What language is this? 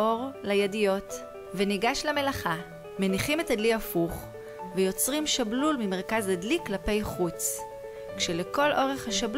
Hebrew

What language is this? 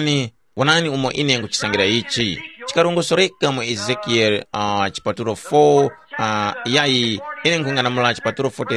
Tumbuka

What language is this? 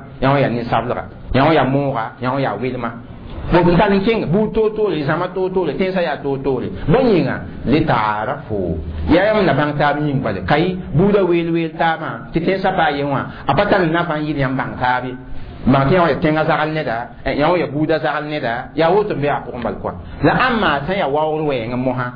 Mossi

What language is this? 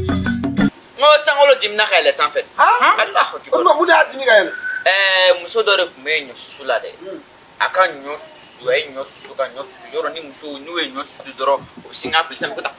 Bambara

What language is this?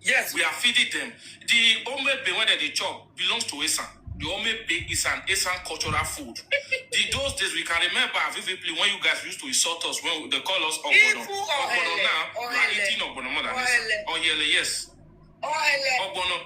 Nigerian Pidgin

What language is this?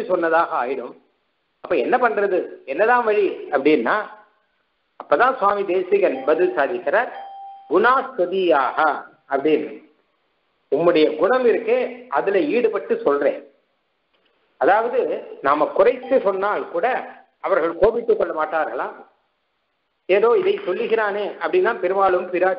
Tamil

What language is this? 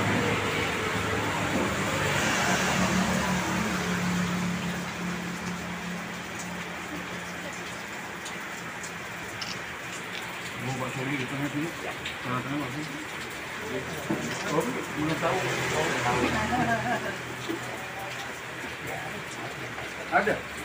Indonesian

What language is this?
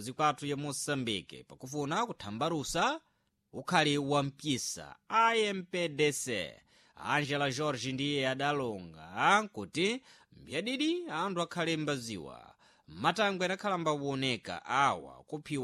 Sena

